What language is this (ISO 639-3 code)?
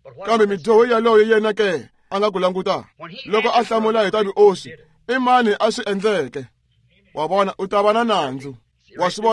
tso